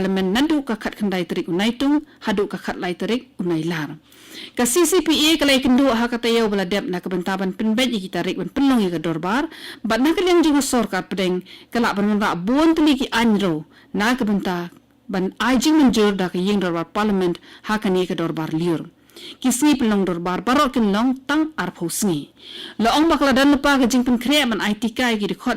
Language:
Khasi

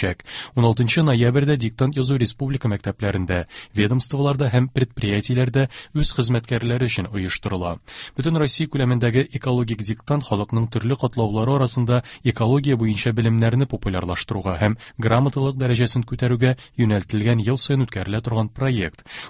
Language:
Tatar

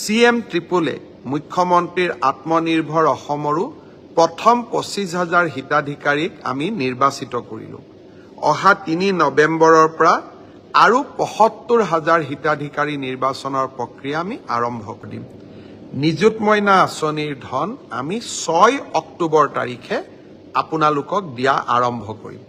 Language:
Assamese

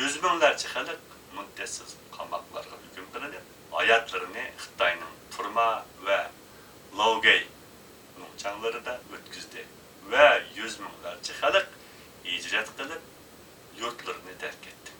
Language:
Uyghur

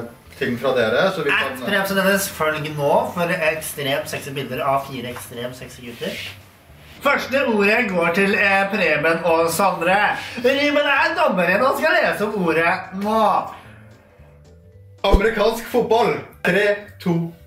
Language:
Norwegian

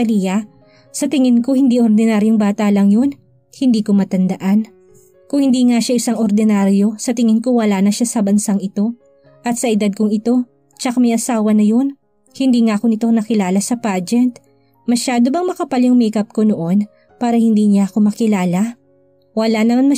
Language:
Filipino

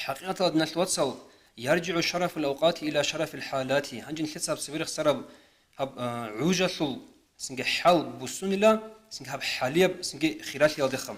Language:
Avaric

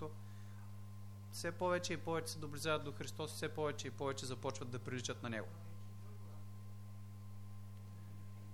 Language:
Bulgarian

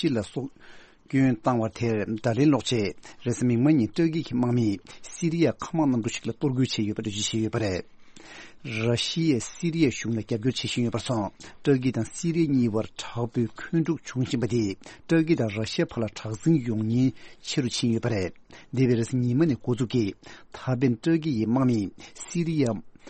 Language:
Tibetan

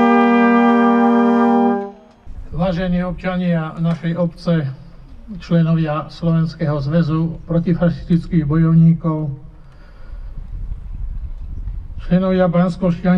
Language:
Slovak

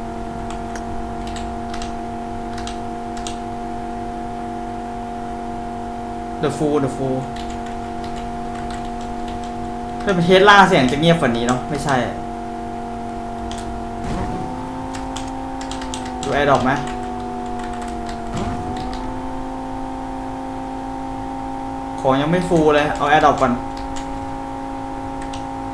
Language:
Thai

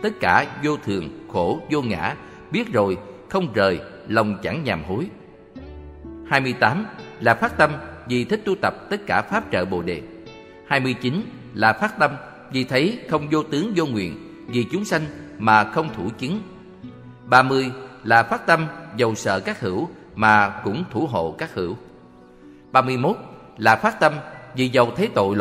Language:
Vietnamese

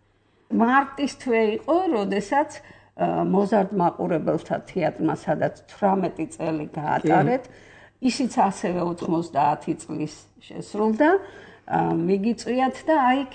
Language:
Georgian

